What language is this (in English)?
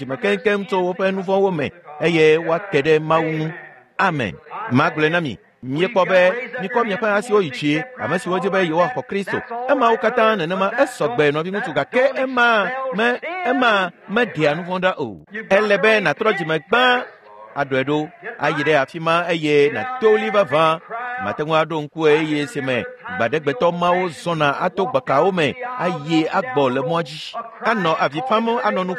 Ewe